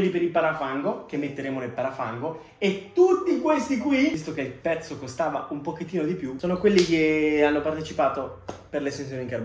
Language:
Italian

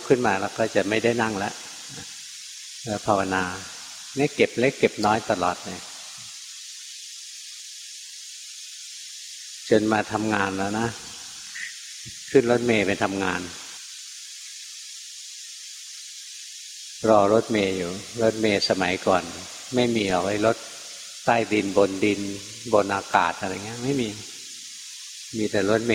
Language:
Thai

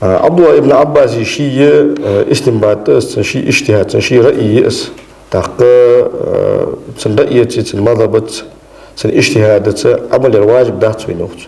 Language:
Ingush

